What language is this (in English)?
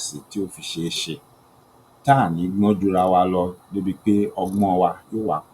Yoruba